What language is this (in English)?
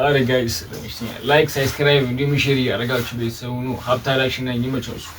Amharic